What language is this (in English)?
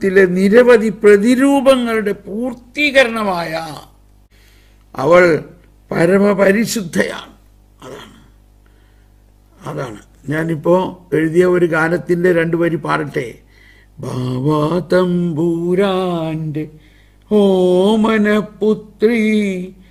Malayalam